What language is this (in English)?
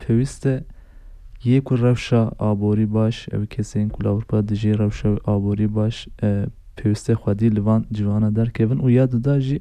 Kurdish